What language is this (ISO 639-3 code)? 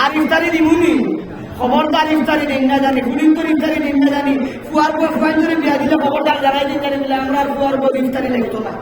syl